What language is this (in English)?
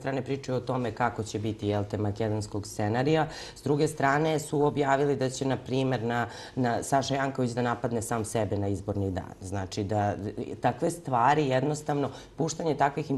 Serbian